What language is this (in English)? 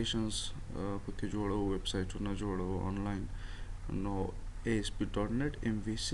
Pashto